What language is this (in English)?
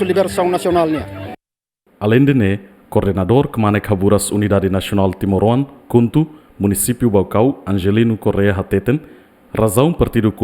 Tetum